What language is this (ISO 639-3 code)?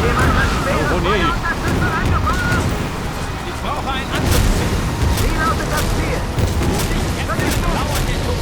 bar